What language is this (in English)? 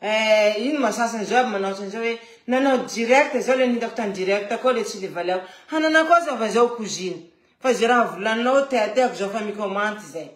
Malagasy